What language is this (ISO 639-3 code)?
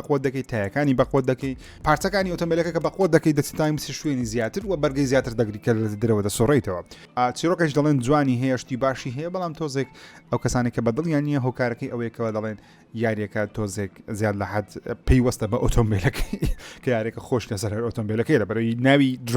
ckb